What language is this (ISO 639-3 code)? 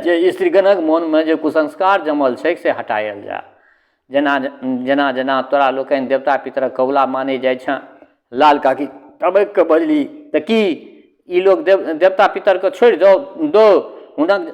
mai